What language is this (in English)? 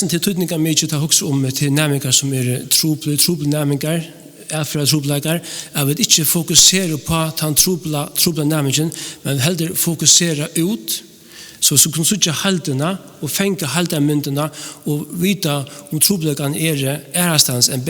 Faroese